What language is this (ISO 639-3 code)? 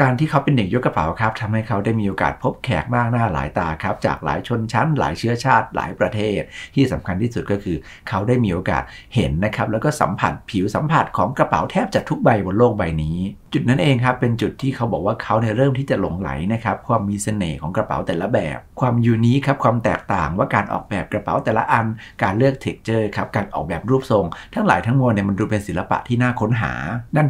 tha